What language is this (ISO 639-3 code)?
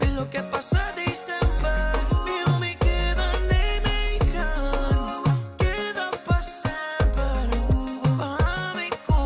pap